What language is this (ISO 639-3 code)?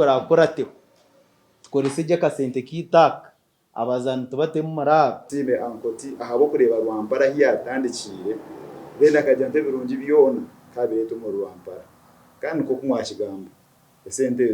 nyn